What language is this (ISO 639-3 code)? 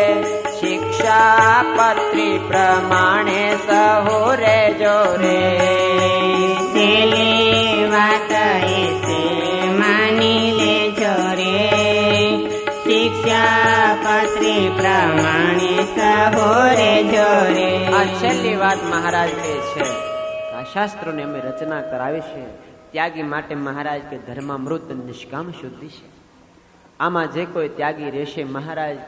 guj